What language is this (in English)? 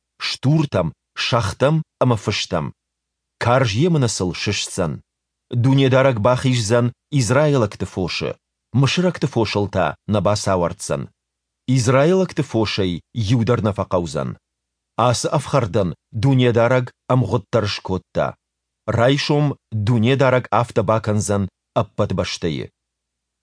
Ossetic